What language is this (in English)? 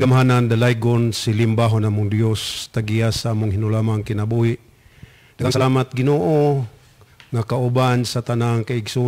Cebuano